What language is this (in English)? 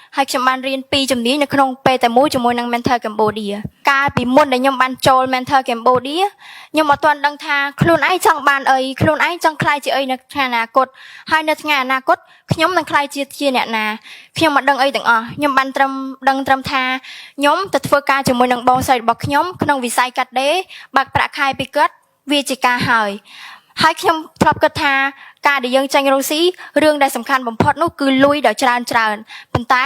Khmer